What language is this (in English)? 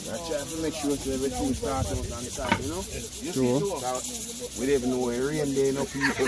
Jamaican Creole English